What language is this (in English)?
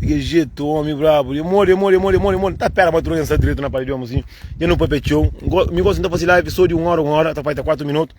Kabuverdianu